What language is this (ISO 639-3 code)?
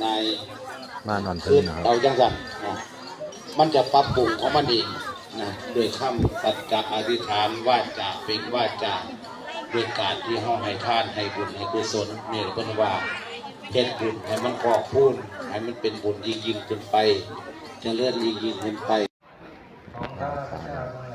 lao